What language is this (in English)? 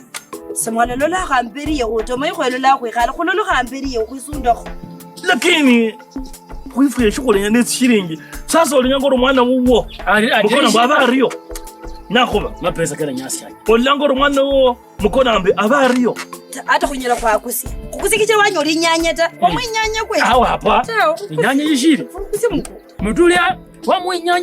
Kabras